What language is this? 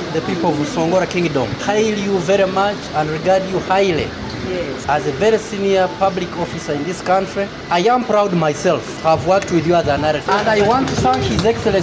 Nyoro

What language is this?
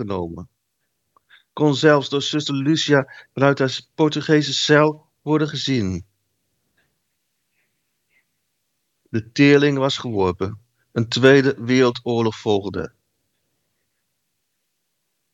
Dutch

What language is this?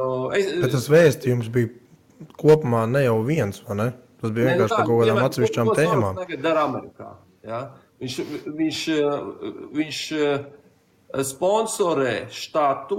Latvian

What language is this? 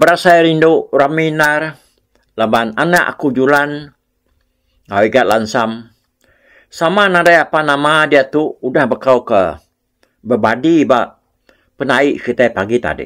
Iban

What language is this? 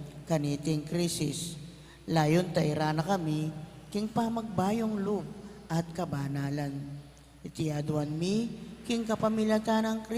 Pampanga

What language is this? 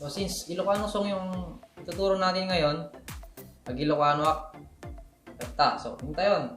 Iloko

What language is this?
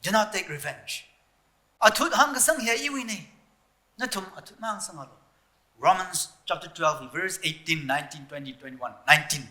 Tangkhul Naga (India)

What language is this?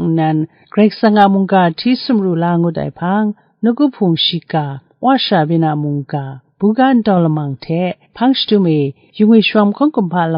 Kachin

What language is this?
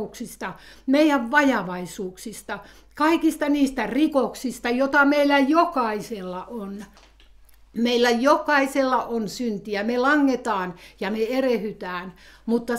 Finnish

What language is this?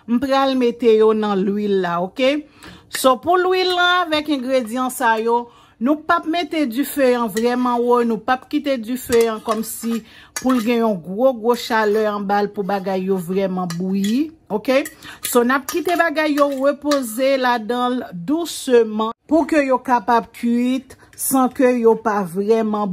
Haitian Creole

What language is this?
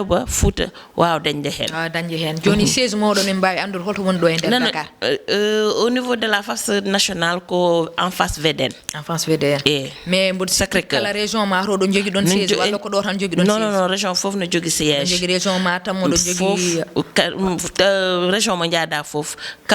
Fula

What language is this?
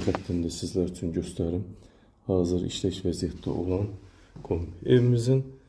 Azerbaijani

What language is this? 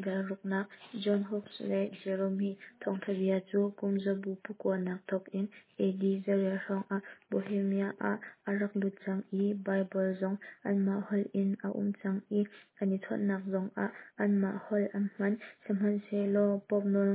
Hakha Chin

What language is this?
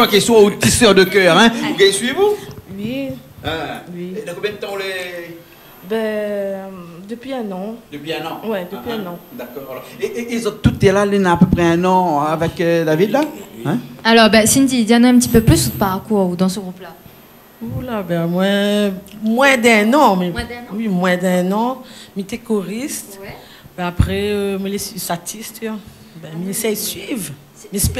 Réunion Creole French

